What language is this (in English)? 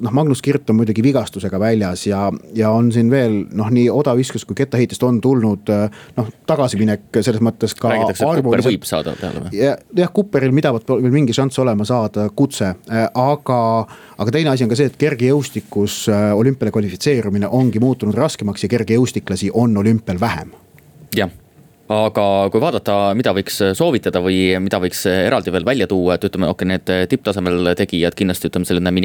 Estonian